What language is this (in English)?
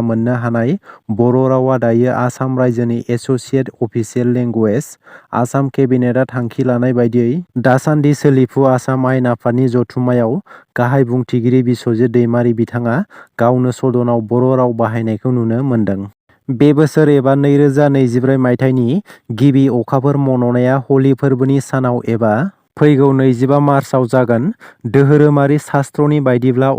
Bodo